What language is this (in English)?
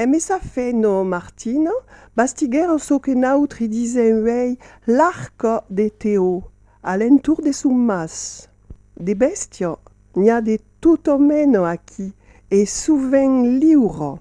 Occitan